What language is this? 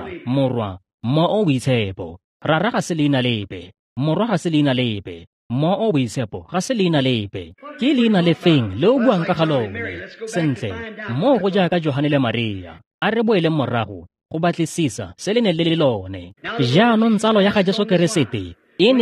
Tswana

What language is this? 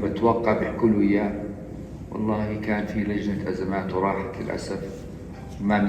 North Levantine Arabic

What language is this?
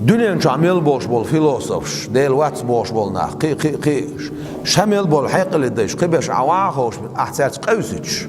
Chechen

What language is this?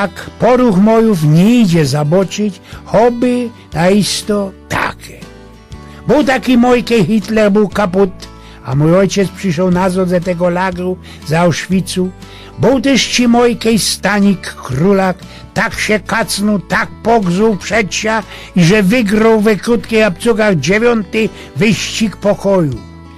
Silesian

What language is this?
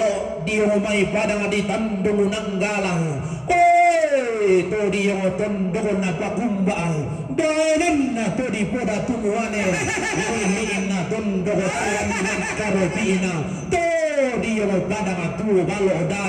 Toraja-Sa'dan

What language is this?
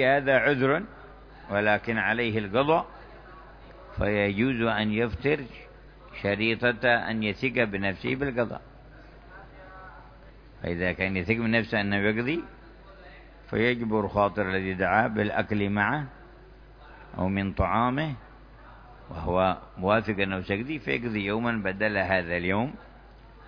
Arabic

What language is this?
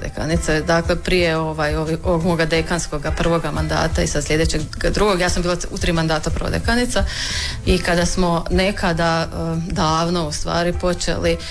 Croatian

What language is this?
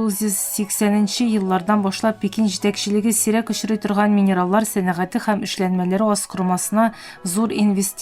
Tatar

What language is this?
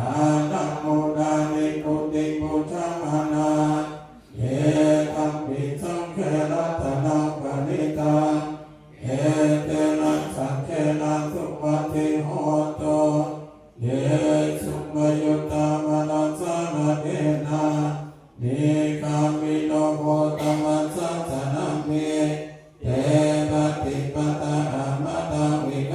Pali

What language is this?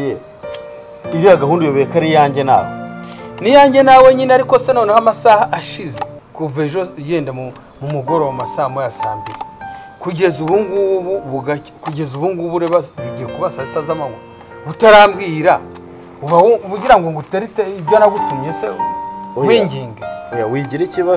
Kinyarwanda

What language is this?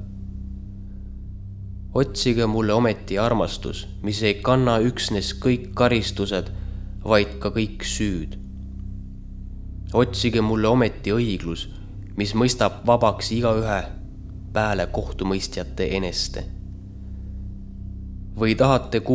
Estonian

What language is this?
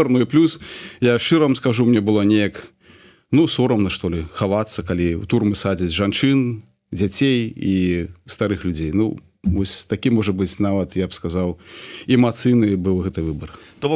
Belarusian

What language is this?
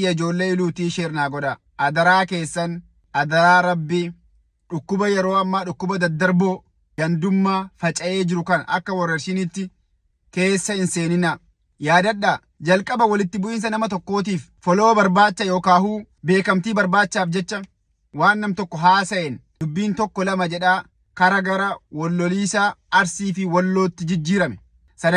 Oromo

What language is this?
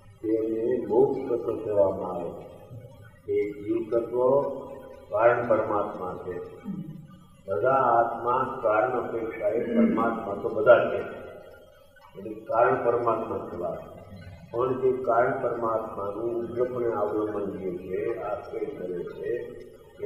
Gujarati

